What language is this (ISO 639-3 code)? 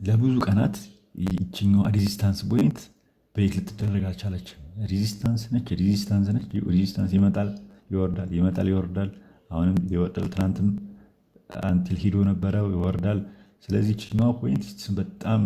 amh